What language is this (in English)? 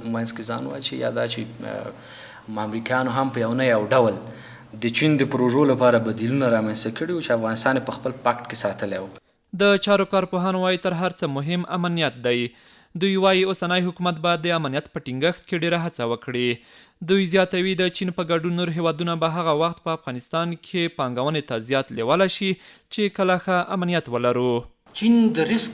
Pashto